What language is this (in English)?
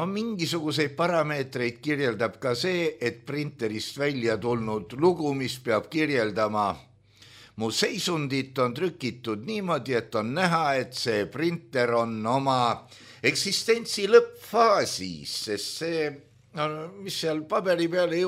Estonian